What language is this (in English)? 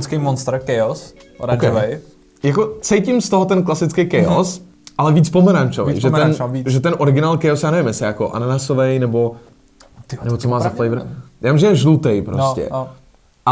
Czech